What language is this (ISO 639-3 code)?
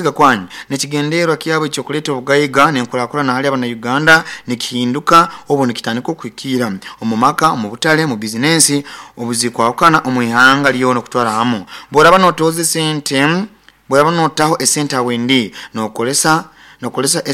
nyo